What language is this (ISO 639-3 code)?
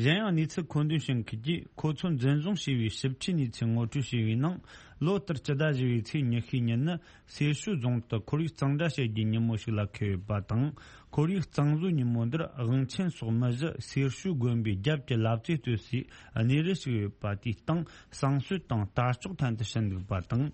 bod